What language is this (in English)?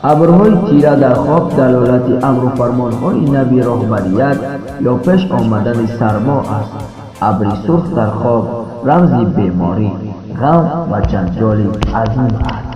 Tajik